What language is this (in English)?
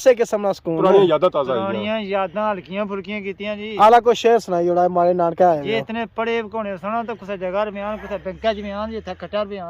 Pahari-Potwari